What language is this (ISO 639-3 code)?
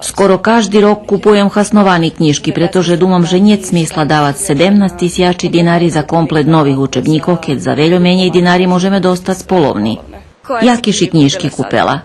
rue